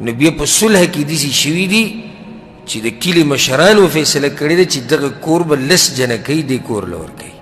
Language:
Pashto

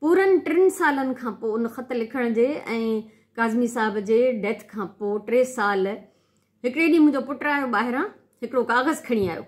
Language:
Sindhi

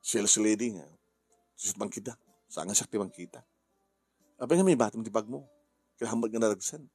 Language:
Iloko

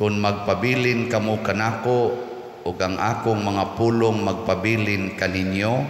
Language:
Cebuano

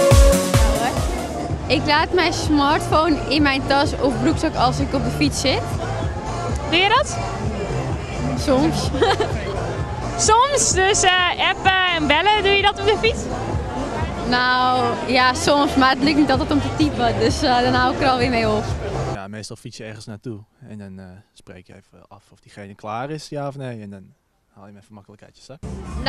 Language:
Dutch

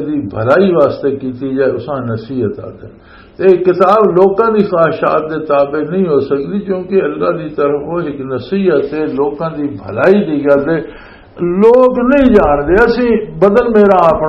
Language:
Western Panjabi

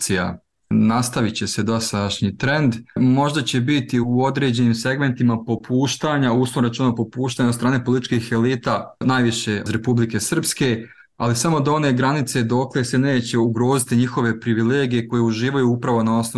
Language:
Bosnian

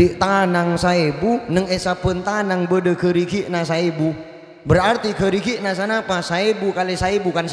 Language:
Madurese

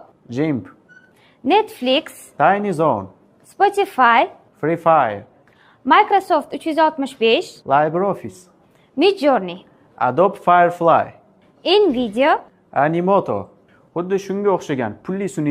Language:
Uzbek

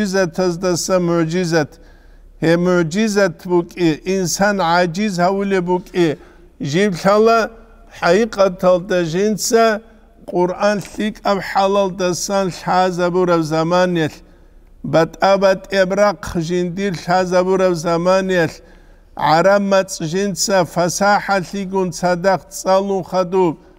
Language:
Avaric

